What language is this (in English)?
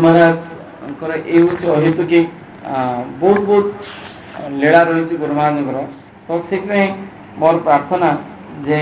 Odia